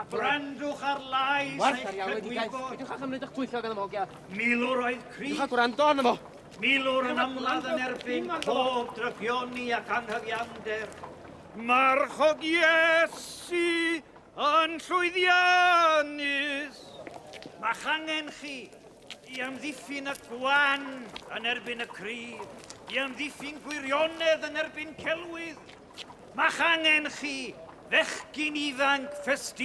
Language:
Welsh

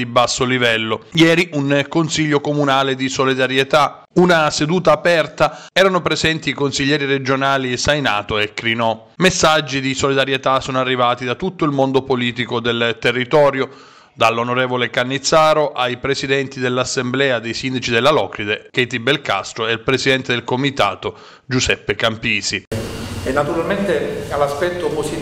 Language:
Italian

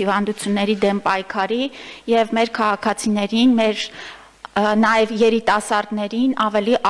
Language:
Armenian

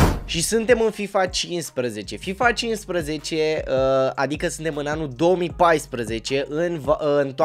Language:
Romanian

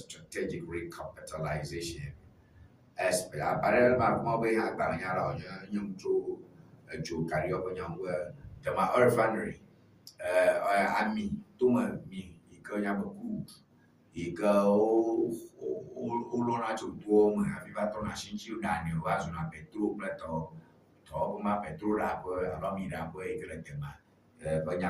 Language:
Ewe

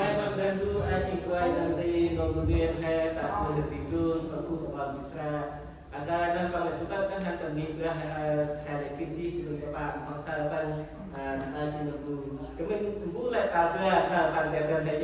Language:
Central Mnong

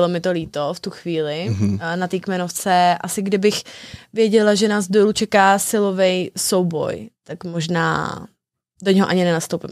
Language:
Czech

